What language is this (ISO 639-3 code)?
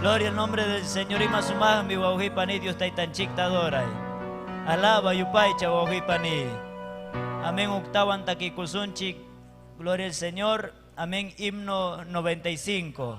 quy